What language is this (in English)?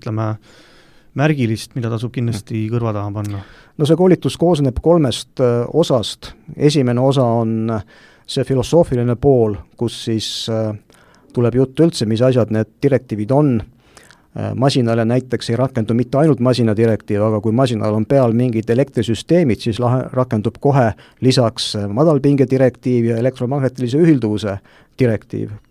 Estonian